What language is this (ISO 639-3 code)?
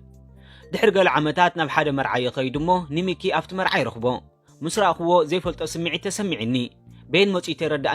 tir